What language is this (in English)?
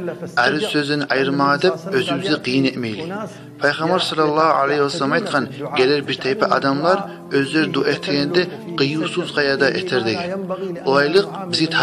Kumyk